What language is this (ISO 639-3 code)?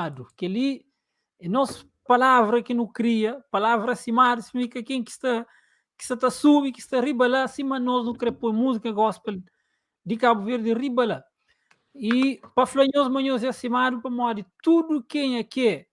kea